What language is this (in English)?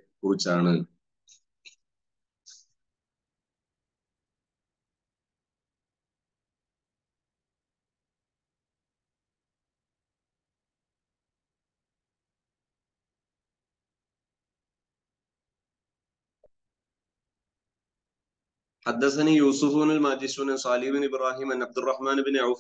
Malayalam